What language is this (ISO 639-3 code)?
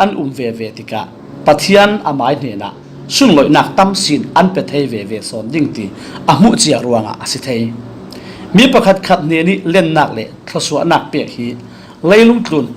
cfm